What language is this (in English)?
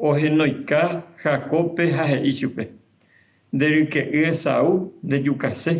Guarani